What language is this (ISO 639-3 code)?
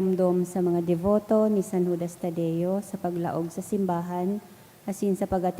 bik